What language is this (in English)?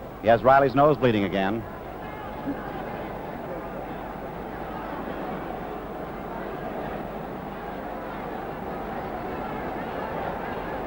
Italian